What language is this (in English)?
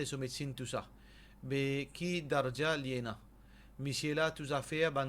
Morisyen